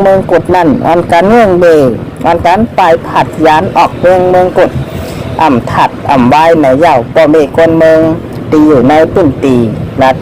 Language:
Shan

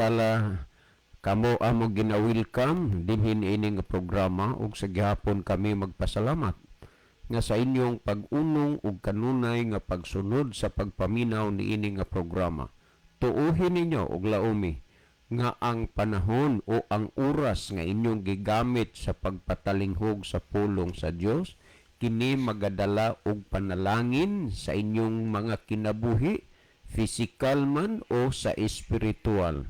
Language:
Cebuano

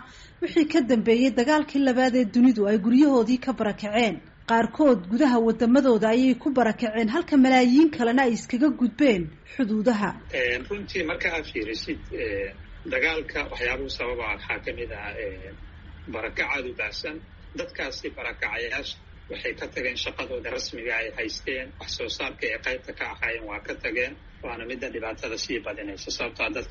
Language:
Somali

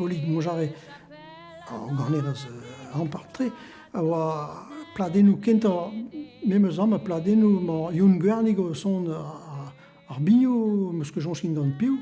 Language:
Breton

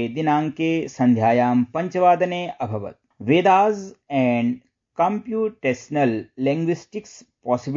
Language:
Sanskrit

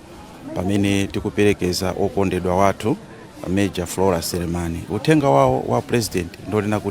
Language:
Nyanja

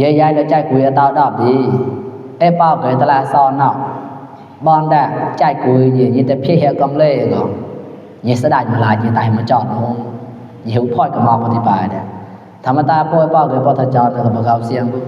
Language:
Mon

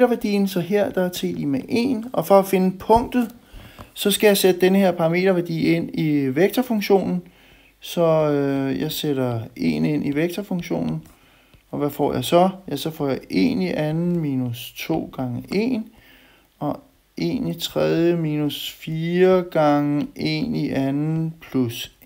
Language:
Danish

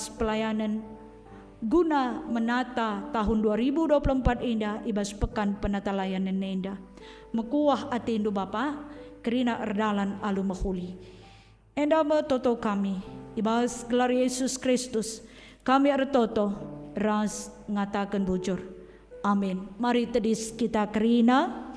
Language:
Batak Karo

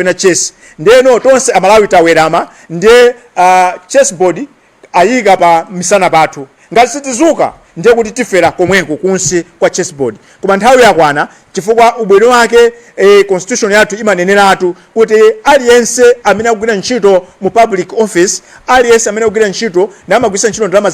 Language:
Nyanja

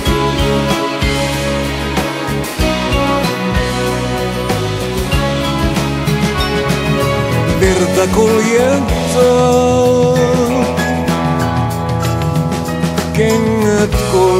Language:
Finnish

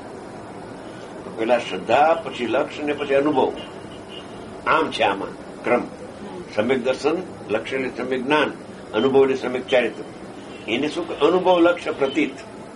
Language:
Gujarati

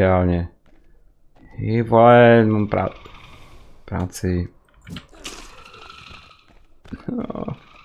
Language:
Czech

